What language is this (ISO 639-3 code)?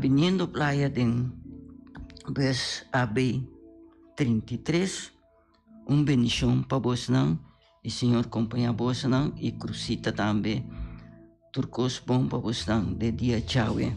pap